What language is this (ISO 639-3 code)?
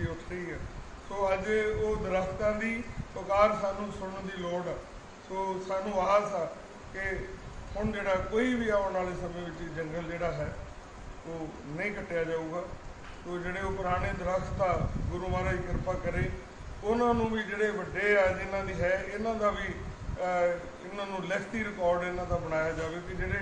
pan